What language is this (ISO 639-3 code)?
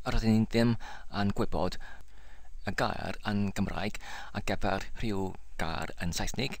cym